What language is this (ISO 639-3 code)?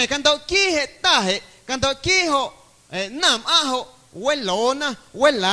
amu